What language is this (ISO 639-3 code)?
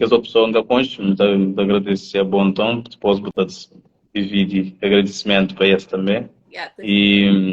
kea